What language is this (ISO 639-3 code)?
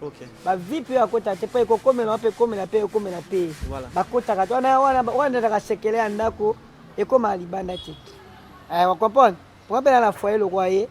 lin